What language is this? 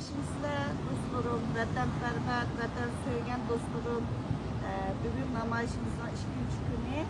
Uyghur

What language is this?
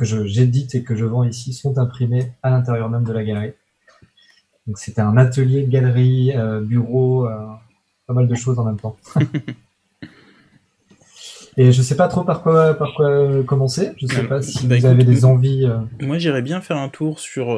French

